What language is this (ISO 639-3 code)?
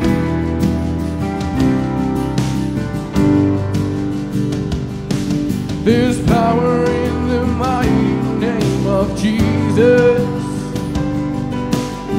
afr